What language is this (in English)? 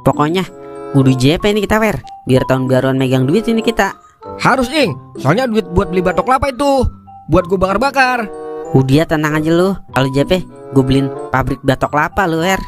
Betawi